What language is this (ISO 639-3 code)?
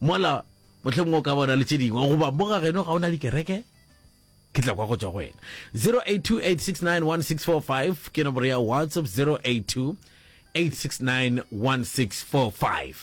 nso